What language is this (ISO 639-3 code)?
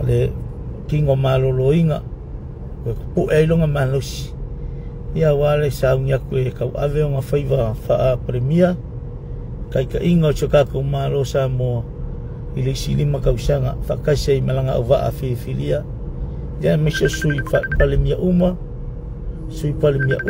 smo